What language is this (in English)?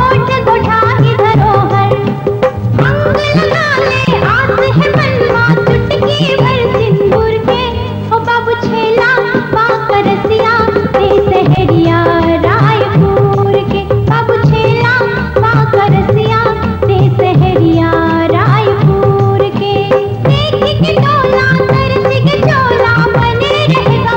Chhattisgarhi